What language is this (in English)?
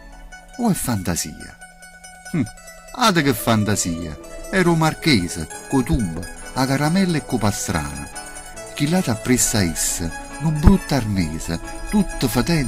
Neapolitan